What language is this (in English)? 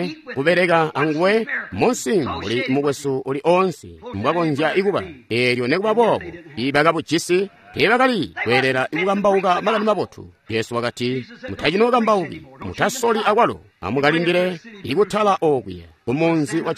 Tonga (Zambia)